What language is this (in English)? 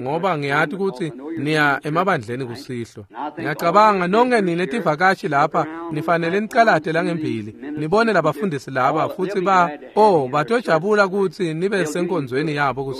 Swati